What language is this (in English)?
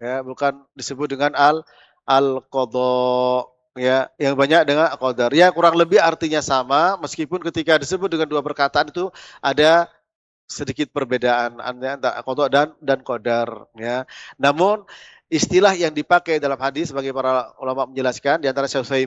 Indonesian